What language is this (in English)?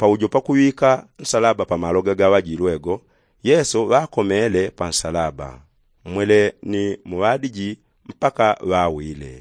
Yao